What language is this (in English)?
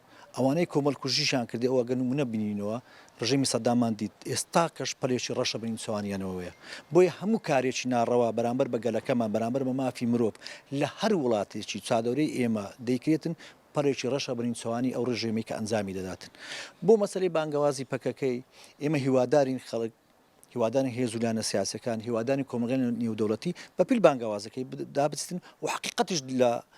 Central Kurdish